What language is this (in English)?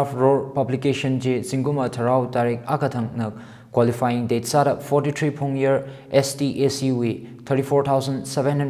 Tangkhul Naga (India)